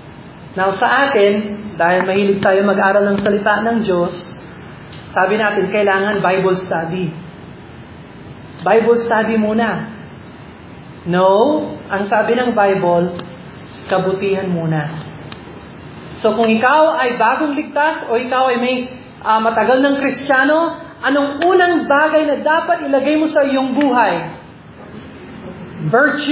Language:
Filipino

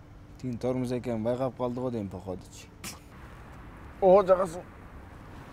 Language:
Kyrgyz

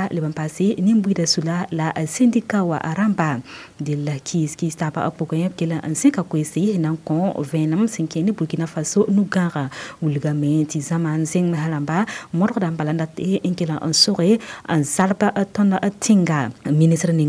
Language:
Mossi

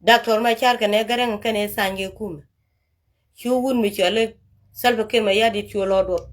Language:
Nuer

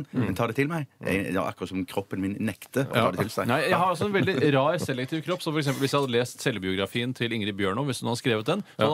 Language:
Norwegian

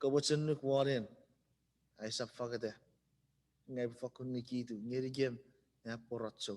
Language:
Chuukese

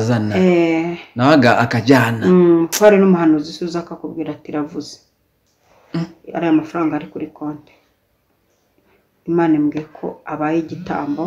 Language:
Kinyarwanda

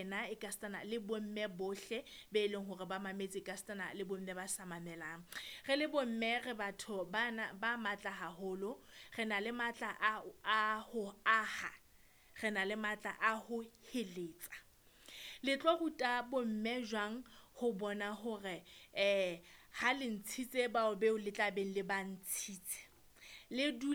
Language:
Southern Sotho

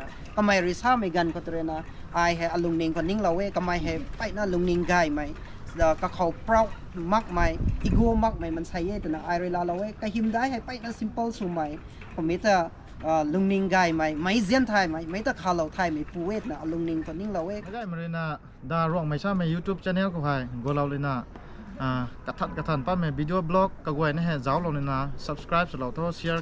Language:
Rongmei Naga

